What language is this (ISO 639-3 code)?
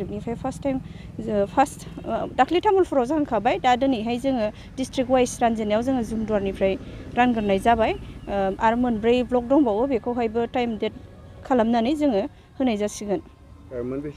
brx